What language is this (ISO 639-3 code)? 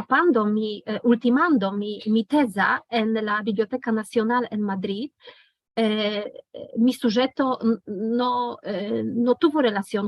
lad